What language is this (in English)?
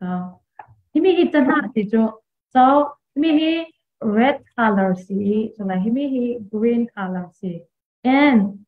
Falam Chin